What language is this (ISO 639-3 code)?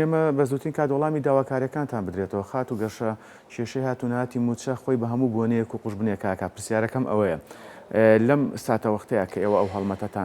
ckb